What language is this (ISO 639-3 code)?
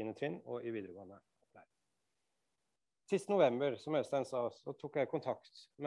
nor